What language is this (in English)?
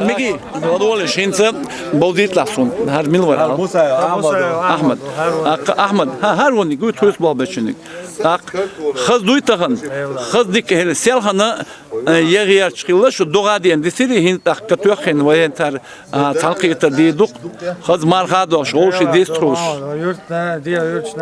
Chechen